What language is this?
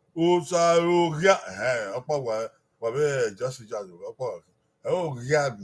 Bini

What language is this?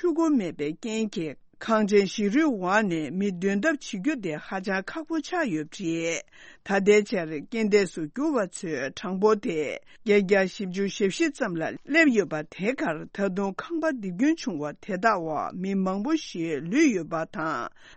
Tibetan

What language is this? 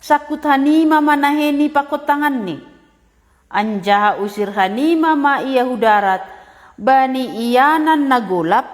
Batak Simalungun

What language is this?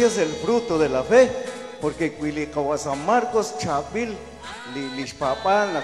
Kekchí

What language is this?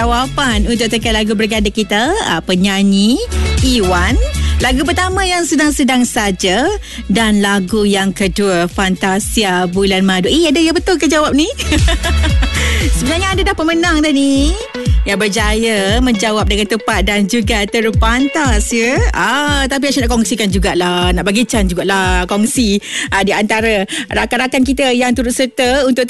Malay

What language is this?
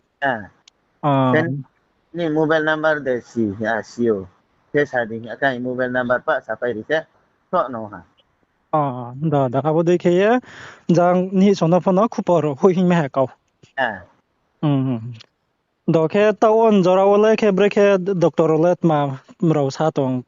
Riang (India)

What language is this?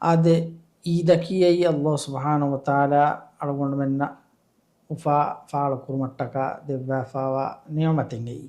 Divehi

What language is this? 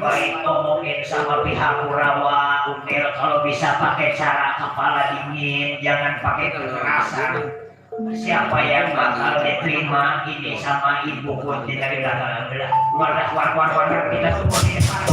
Betawi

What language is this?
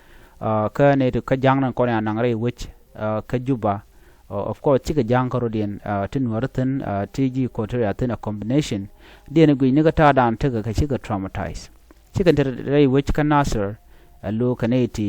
Nuer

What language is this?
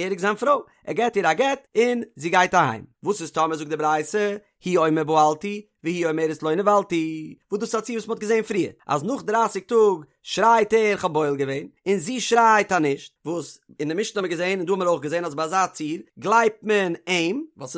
Yiddish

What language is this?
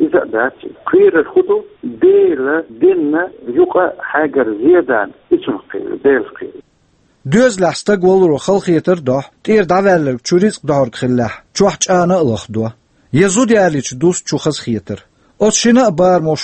Chechen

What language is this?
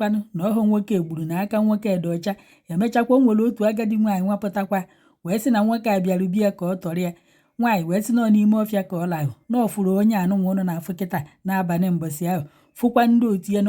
Igbo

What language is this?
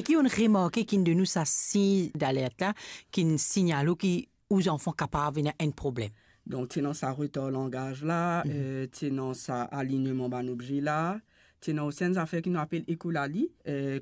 Morisyen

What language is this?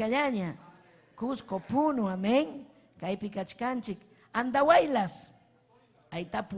Ayacucho Quechua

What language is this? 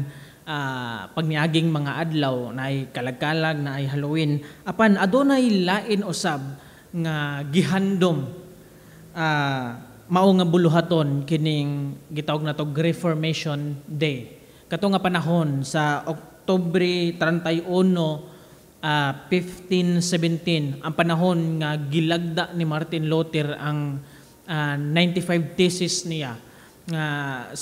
Cebuano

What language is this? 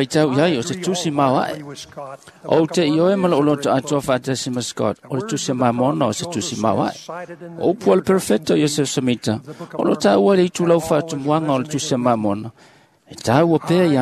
Samoan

